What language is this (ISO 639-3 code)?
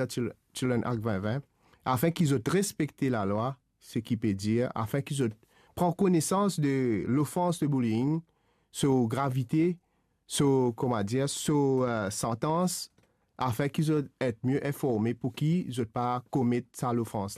mfe